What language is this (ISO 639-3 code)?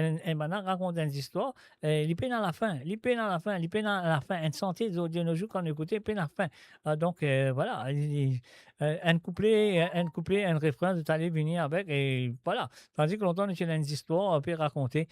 mfe